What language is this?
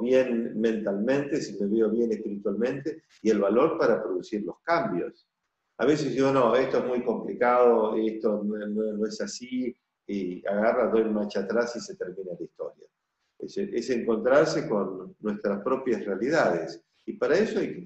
Spanish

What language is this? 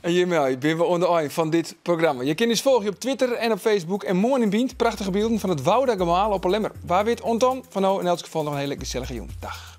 Western Frisian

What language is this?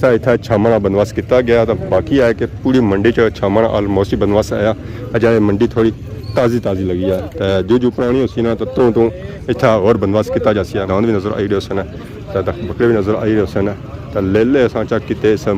Pahari-Potwari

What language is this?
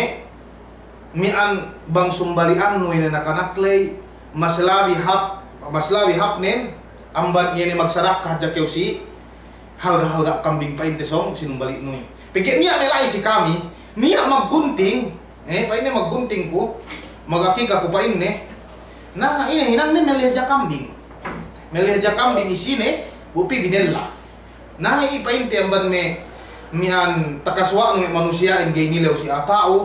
Yakan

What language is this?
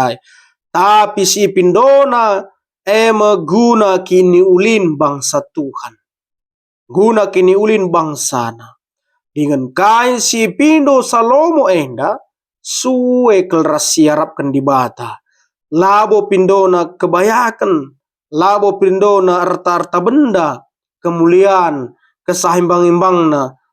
Batak Karo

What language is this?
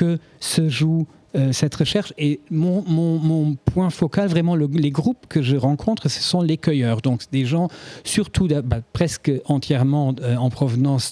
French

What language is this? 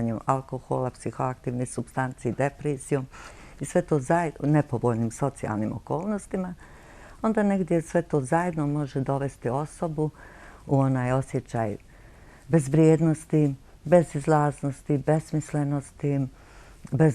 Bosnian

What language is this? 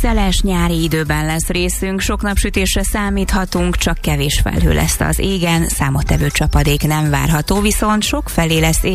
Hungarian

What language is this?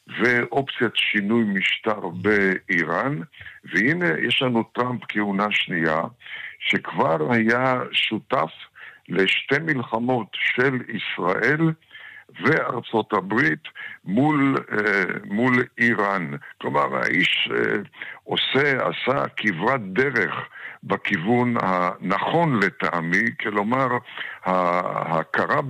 Hebrew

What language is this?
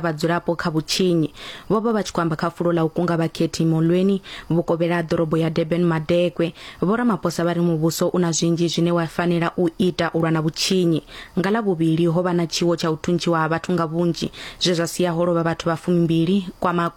Venda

